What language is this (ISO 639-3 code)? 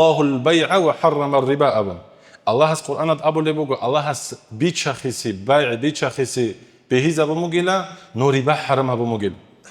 ava